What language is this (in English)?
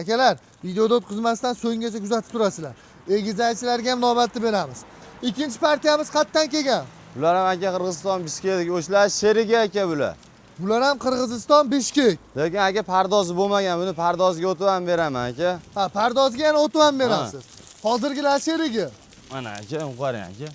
Uzbek